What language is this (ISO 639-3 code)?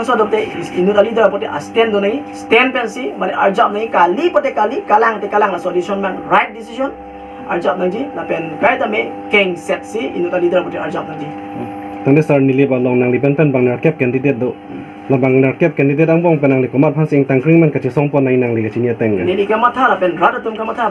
mjw